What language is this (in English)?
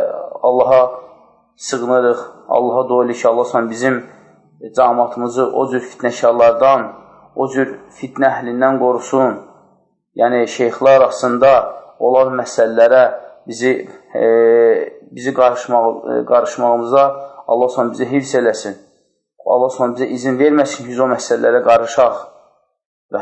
Azerbaijani